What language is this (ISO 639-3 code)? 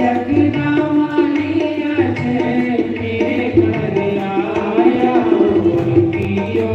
doi